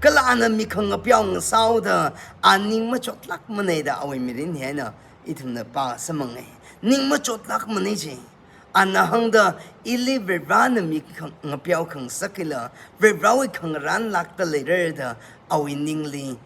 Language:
Tangkhul Naga (India)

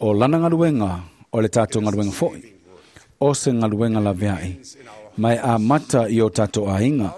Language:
Samoan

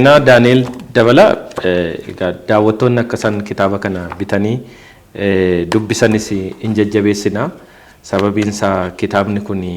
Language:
Oromo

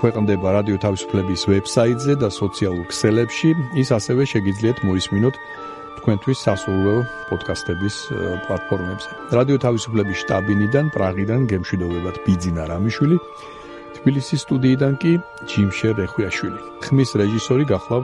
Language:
Georgian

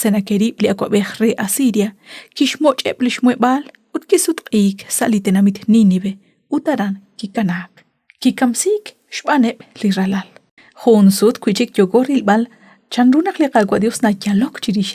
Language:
Kekchí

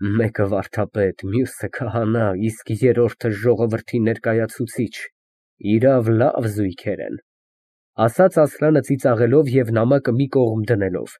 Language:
Armenian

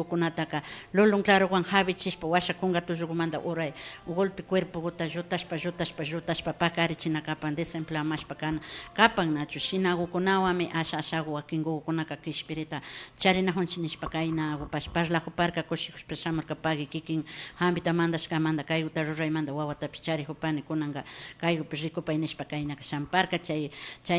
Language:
Imbabura Highland Quichua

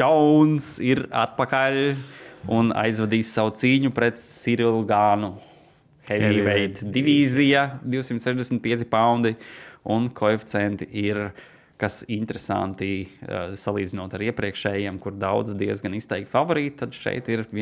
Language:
Latvian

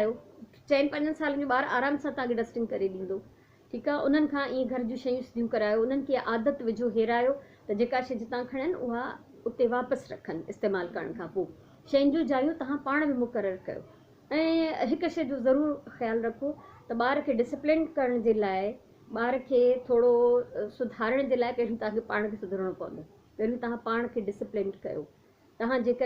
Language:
Sindhi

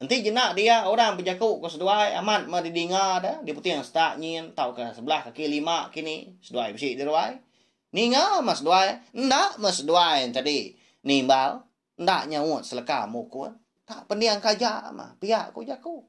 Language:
Iban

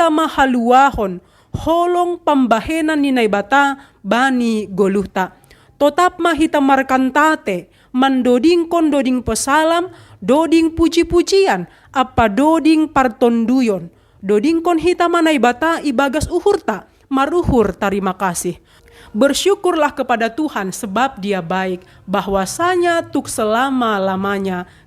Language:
Batak Simalungun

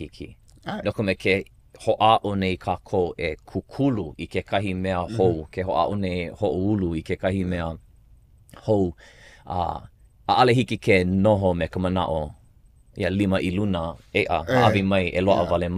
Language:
Hawaiian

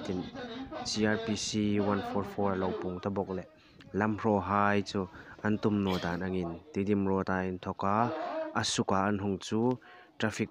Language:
Hmar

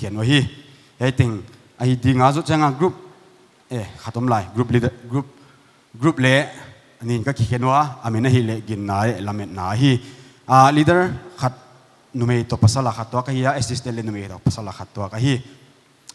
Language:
Paite Chin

